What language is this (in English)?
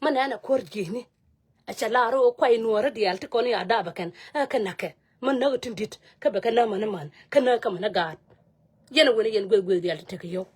Nuer